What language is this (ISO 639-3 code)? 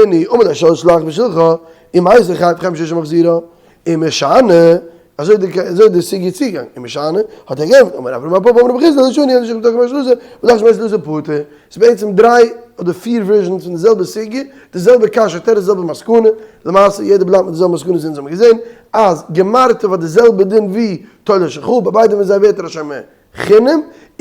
yid